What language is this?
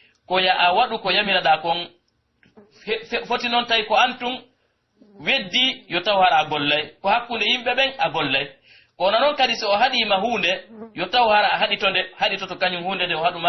Pular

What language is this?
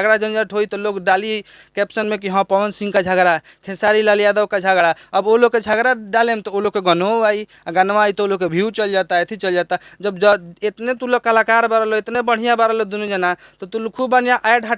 Bhojpuri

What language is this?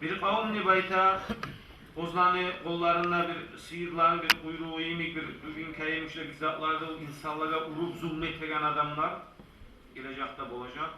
Kumyk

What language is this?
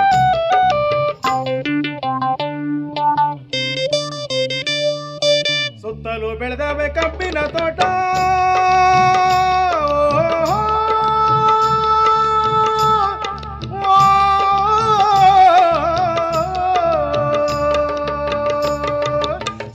Kannada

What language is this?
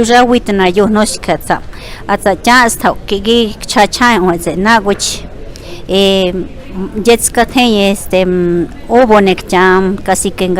Páez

